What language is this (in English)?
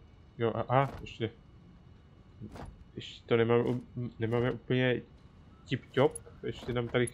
Czech